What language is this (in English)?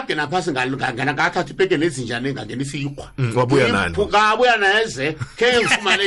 South Ndebele